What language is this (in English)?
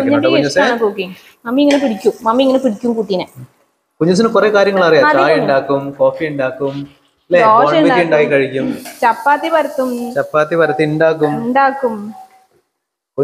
Malayalam